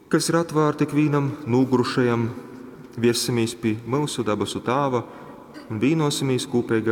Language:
Latgalian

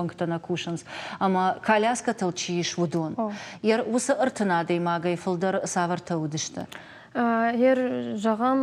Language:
Ossetic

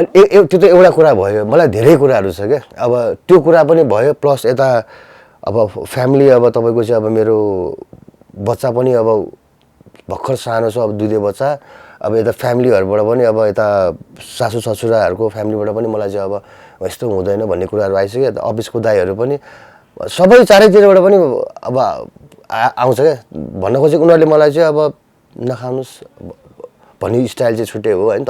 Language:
Nepali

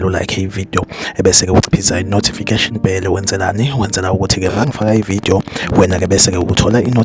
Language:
Zulu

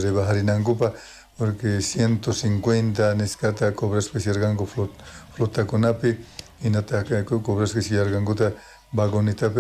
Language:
South Bolivian Quechua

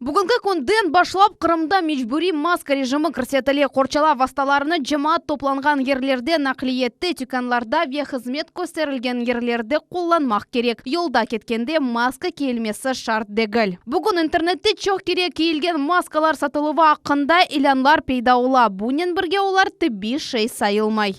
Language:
Crimean Tatar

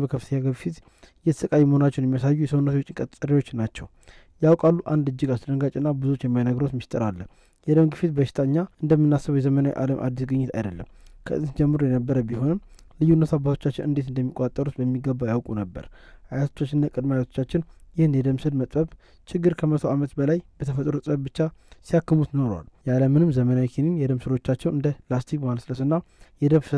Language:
Amharic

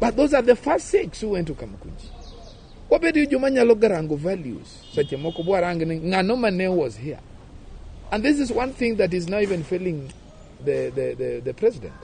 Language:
Luo (Kenya and Tanzania)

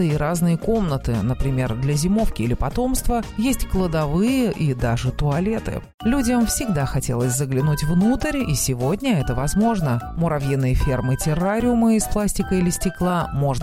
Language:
Russian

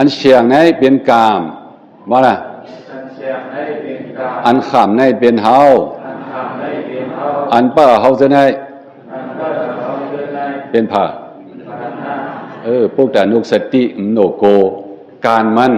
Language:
Shan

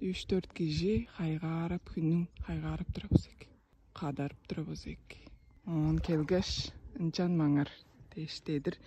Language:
Tuvinian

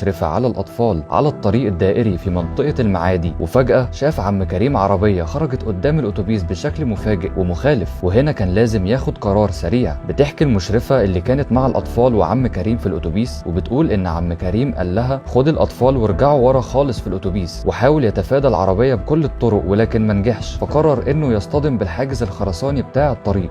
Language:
Egyptian Arabic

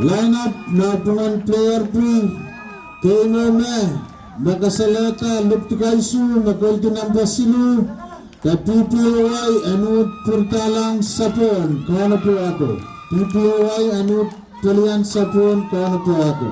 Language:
Pohnpeian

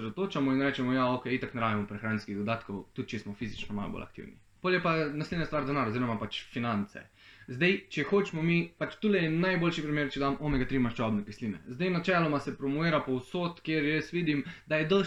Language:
Slovenian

